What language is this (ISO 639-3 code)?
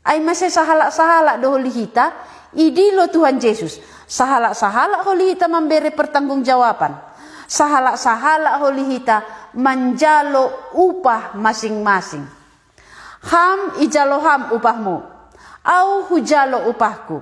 bts